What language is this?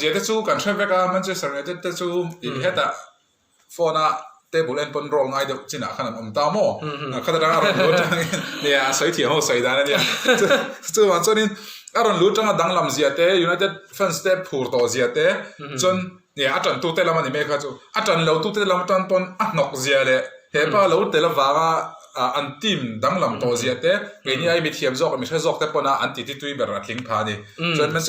Mizo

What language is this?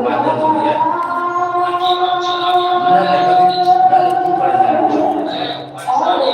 Maithili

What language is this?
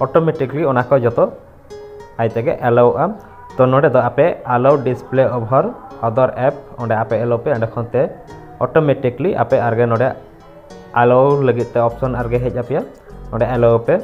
Santali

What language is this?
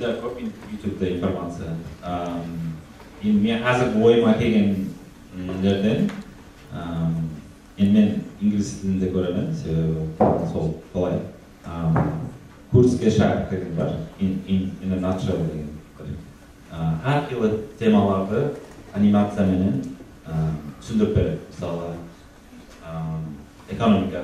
Kara-Kalpak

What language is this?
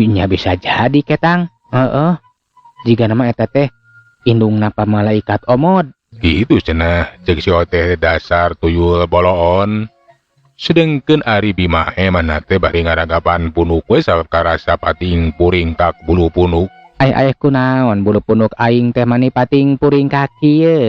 Sundanese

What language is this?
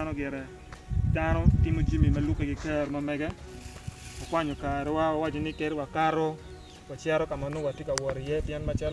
Acoli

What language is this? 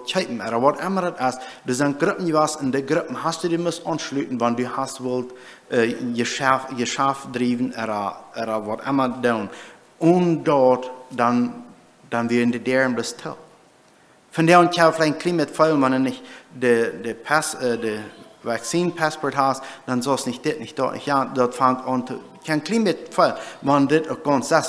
Plautdietsch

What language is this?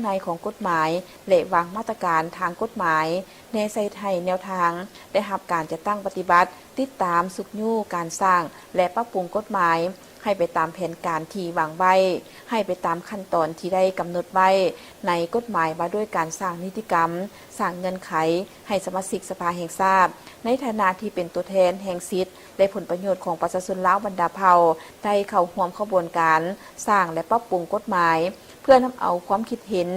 Lao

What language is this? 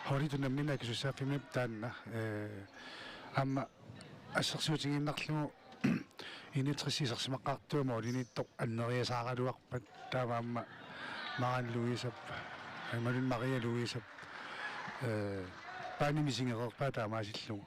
Kalaallisut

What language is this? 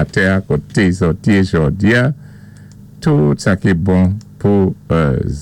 Saint Lucian Creole French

